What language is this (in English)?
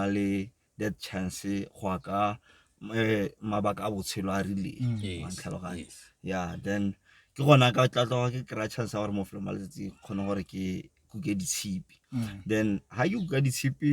Tswana